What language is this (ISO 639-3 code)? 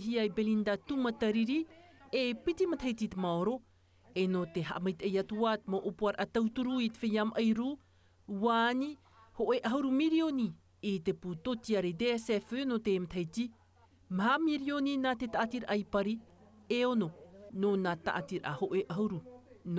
tah